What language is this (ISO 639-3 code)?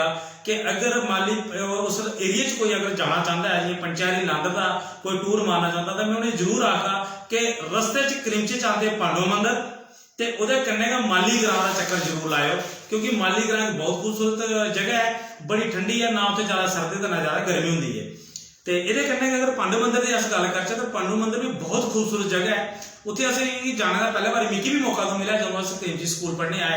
doi